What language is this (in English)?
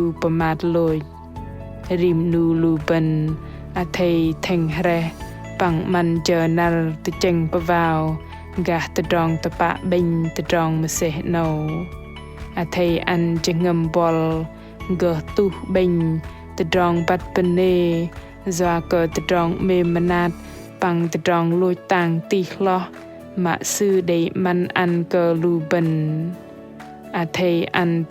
Bahnar